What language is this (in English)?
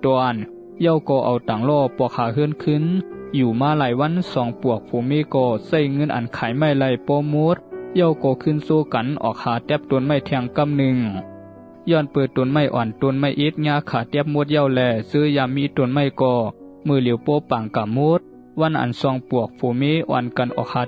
Shan